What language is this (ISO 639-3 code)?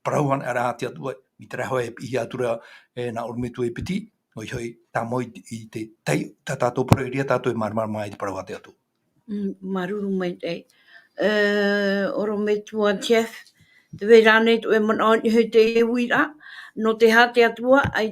tah